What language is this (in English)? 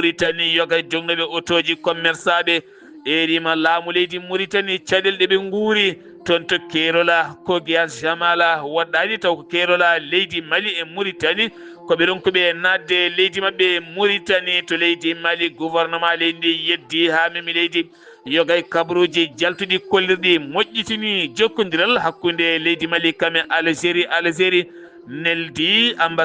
Fula